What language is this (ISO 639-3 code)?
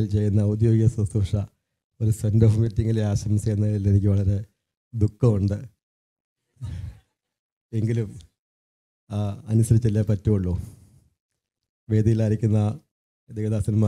mal